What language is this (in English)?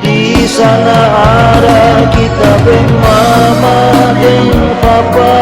Manado Malay